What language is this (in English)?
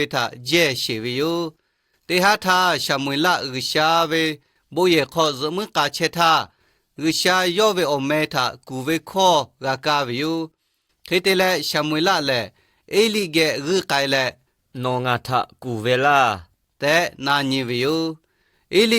Lahu